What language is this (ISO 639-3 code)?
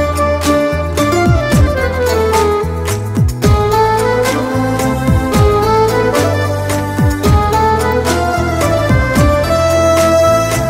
mal